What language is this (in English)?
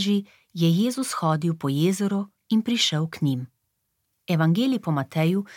Slovenian